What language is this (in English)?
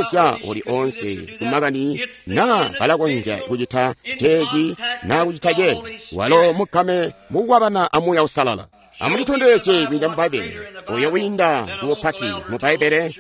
Tonga (Zambia)